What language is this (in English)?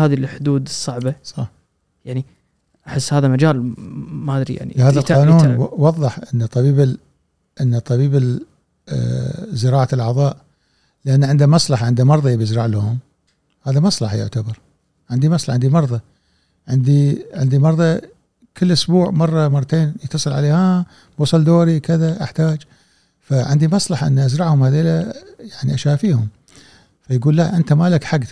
Gulf Arabic